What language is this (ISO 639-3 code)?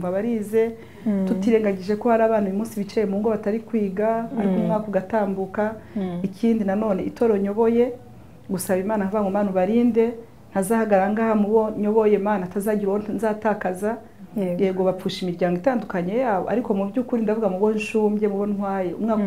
kin